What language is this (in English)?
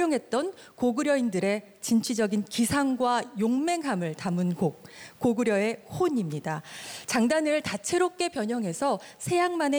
Korean